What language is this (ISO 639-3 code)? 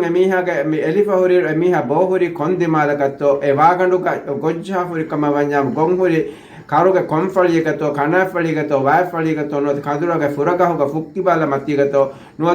div